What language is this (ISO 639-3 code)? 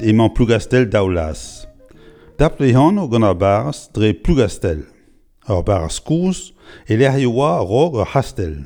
bre